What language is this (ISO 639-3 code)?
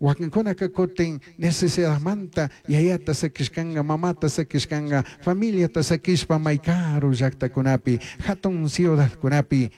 qug